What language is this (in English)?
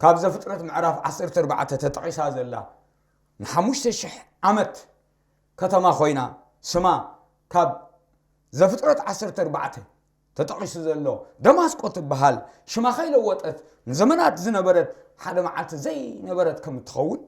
Tigrinya